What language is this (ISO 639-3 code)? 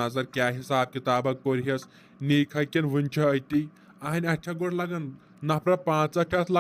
kas